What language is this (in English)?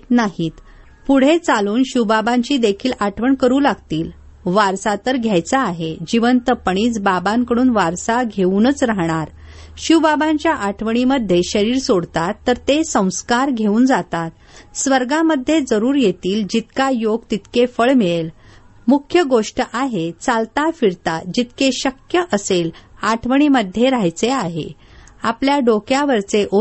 Marathi